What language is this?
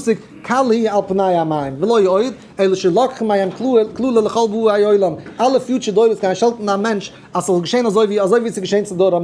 Yiddish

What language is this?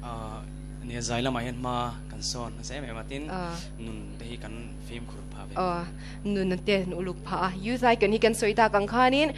Mizo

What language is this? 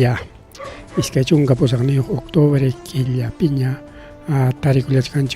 Ayacucho Quechua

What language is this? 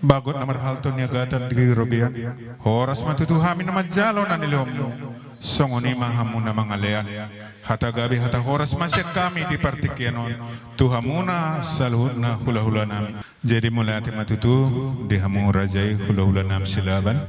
Batak Toba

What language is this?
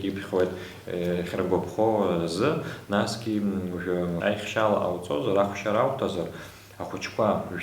Abkhazian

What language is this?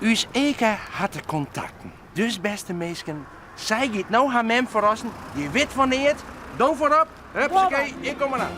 Western Frisian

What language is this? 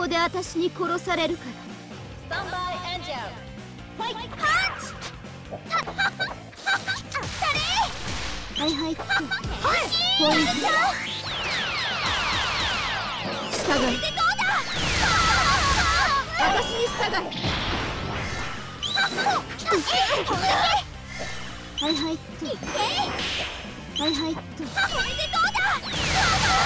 Japanese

